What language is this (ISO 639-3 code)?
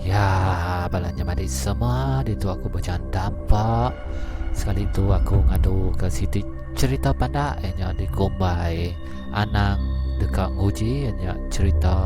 iba